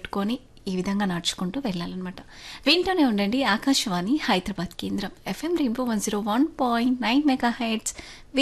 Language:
Telugu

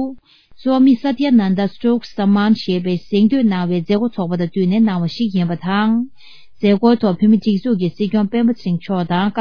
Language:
Tibetan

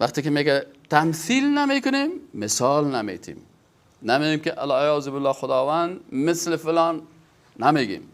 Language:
Persian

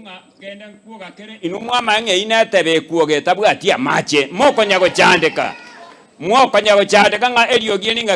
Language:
Gusii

